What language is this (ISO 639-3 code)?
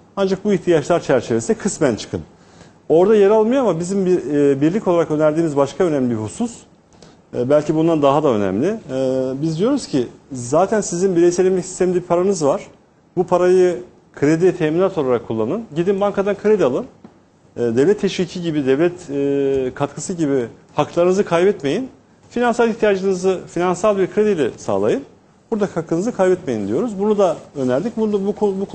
tur